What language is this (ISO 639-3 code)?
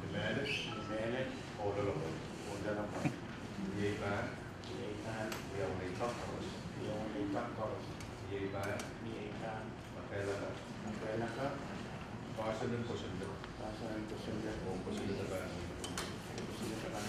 pon